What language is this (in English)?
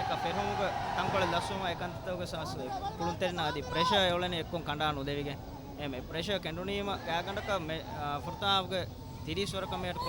Divehi